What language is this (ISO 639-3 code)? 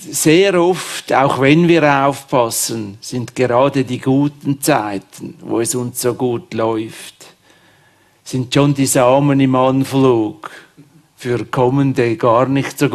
deu